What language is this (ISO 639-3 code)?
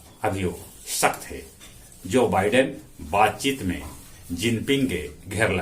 mag